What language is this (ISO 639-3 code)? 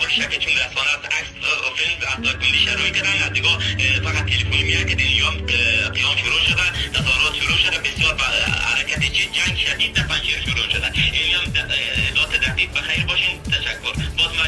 fas